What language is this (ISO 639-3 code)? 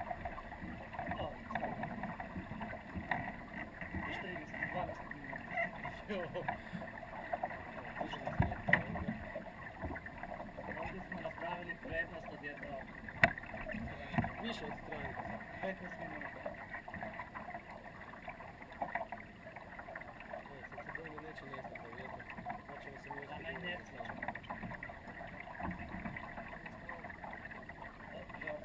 hrv